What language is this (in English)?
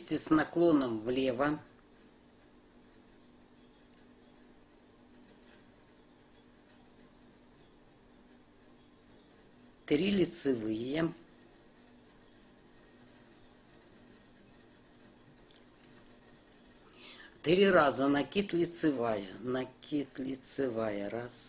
Russian